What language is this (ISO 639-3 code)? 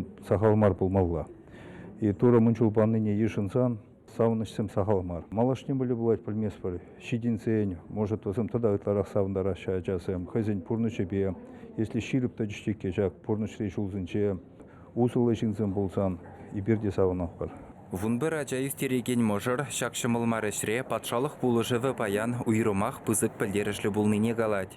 chv